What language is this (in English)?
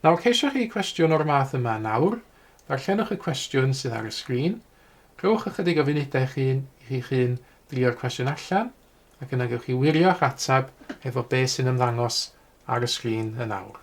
Welsh